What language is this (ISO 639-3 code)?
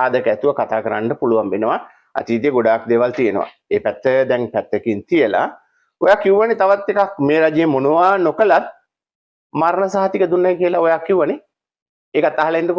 sin